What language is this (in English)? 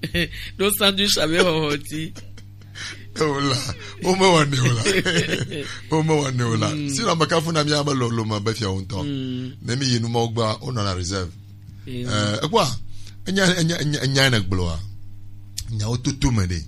Gen